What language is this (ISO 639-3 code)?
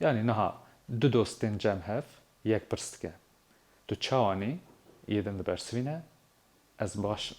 kur